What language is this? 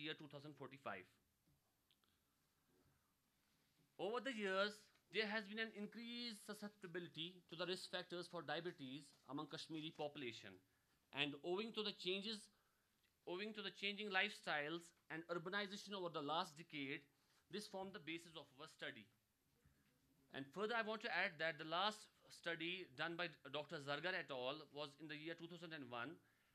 English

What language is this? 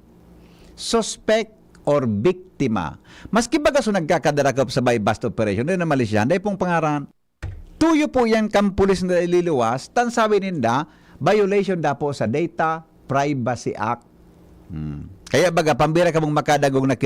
Bikol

